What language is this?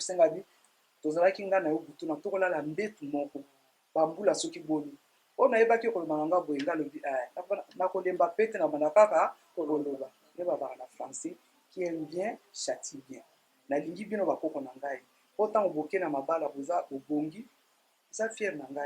Lingala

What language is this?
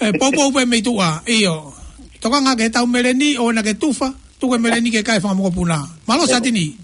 Tongan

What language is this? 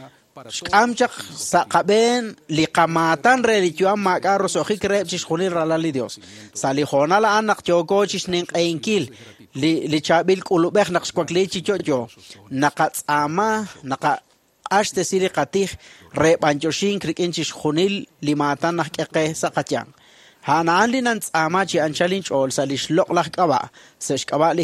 Kekchí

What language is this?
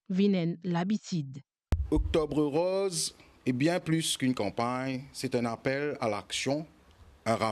Morisyen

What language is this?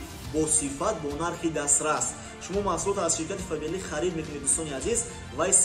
Tajik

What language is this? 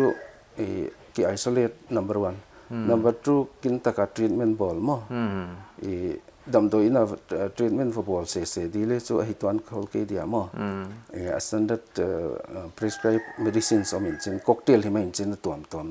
Paite Chin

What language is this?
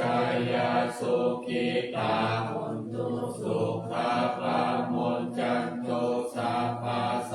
Pali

